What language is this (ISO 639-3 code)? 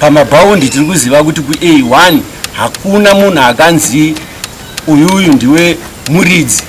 sna